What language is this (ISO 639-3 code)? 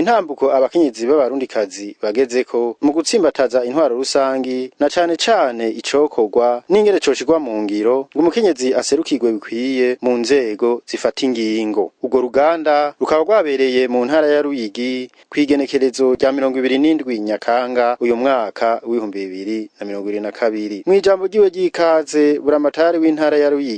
run